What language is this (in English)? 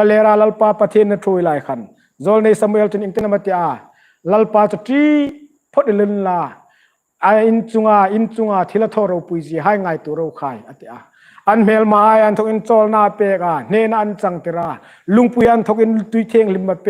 Hmar